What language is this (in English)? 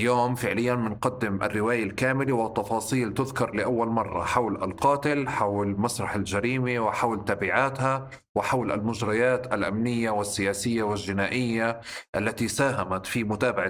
North Levantine Arabic